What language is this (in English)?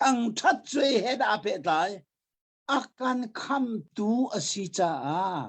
Hakha Chin